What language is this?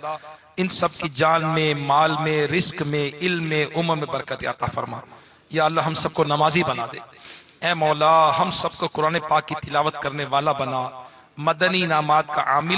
Urdu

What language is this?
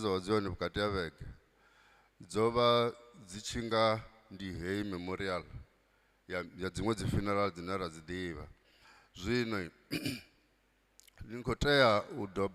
Venda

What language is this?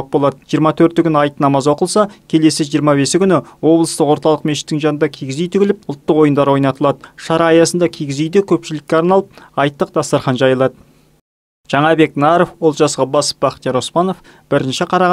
Kazakh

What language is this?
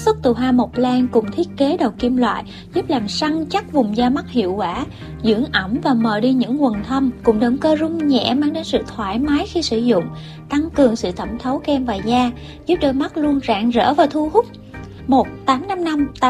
Vietnamese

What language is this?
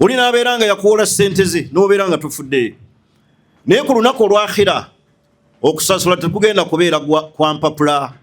Ganda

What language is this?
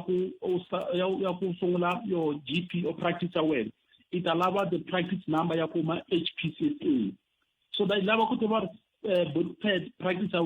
Tsonga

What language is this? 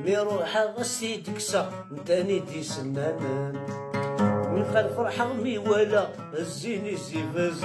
Kabyle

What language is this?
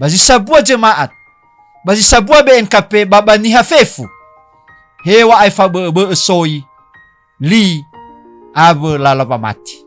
Nias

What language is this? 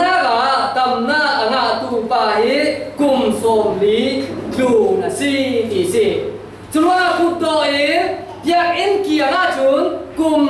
Falam Chin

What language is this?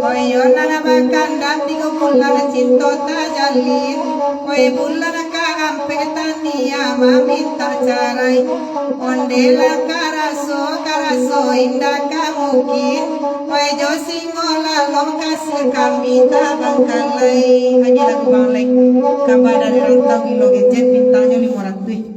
Minangkabau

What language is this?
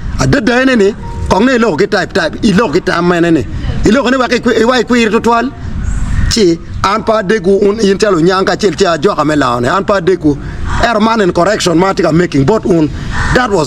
Acoli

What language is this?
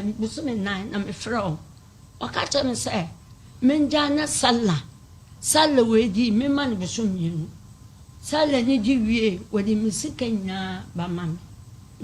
Akan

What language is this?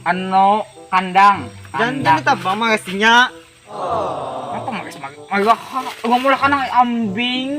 Banjar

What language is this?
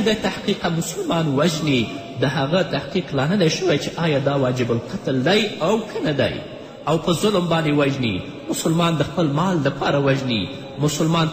Pashto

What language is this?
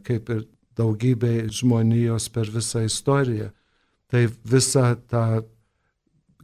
Lithuanian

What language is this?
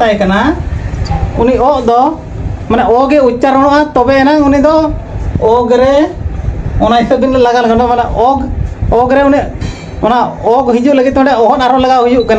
Santali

